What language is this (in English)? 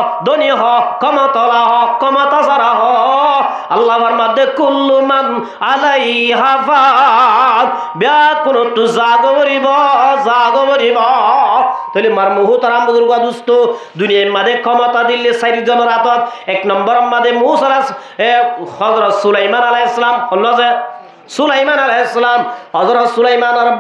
Rohingya